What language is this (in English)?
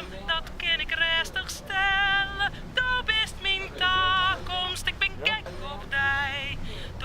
Western Frisian